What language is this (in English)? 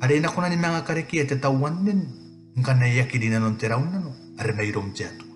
Gilbertese